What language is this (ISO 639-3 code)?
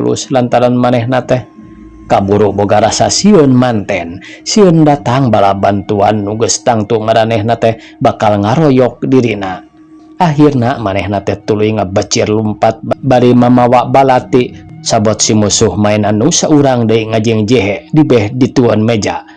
sun